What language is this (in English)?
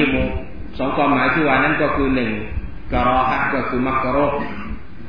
Thai